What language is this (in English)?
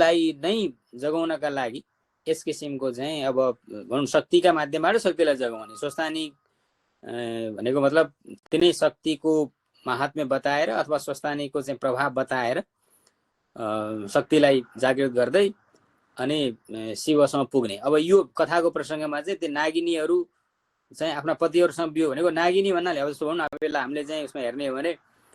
Nepali